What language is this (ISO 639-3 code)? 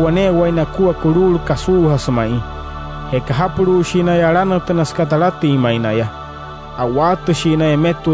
guc